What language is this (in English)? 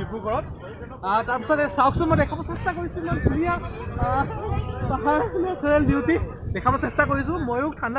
Assamese